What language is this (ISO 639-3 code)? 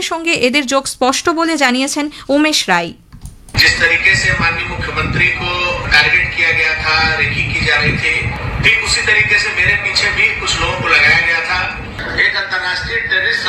ben